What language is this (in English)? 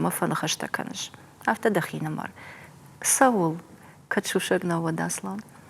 Ossetic